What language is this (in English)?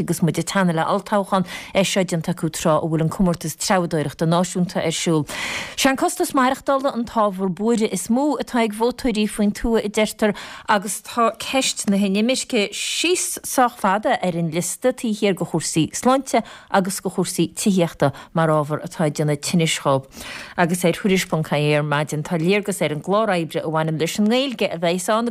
Irish